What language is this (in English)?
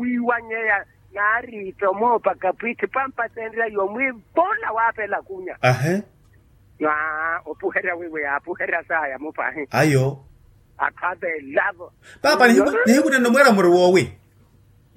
Makhuwa